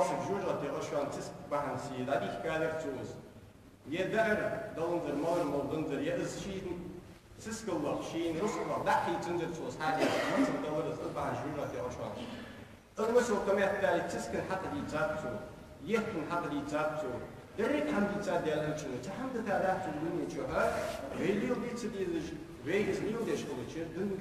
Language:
Ingush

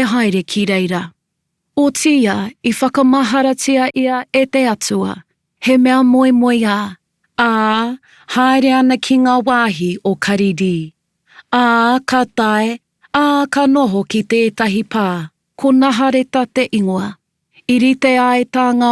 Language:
Māori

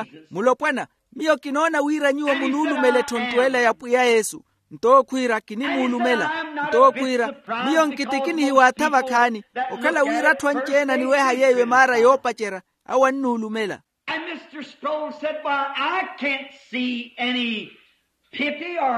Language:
Makhuwa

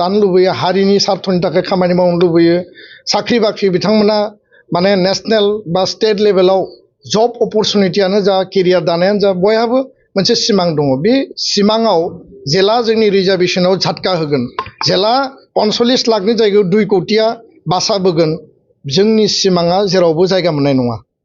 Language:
Bodo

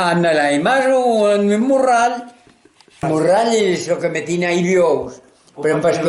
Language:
Occitan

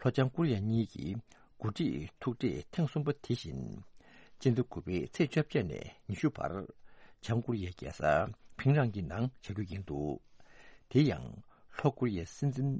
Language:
Tibetan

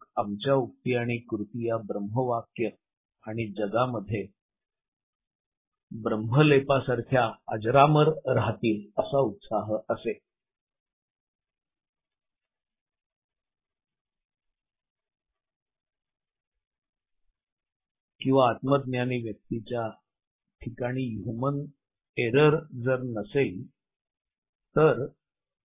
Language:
Marathi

